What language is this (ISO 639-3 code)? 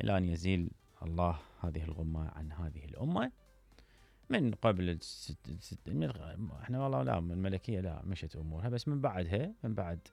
acm